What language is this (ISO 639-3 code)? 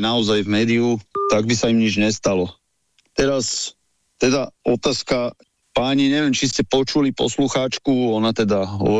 slk